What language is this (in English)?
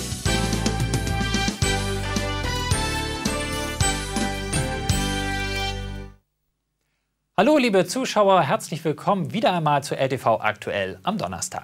German